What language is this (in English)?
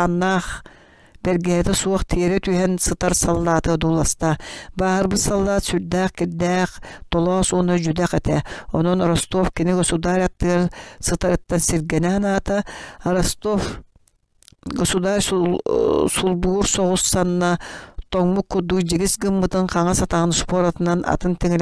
Yakut